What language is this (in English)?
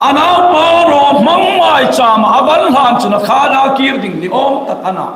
Hmar